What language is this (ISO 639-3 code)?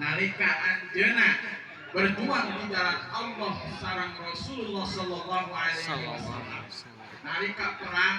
sun